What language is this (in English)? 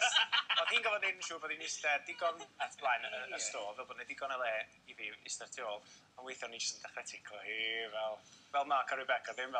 Welsh